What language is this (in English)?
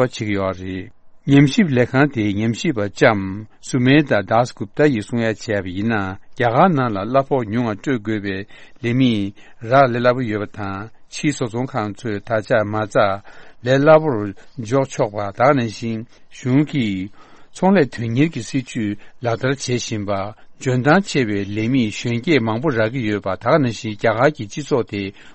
Tibetan